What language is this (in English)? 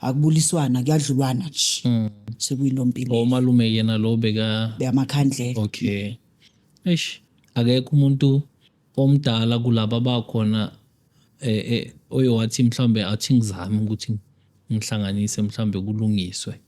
Zulu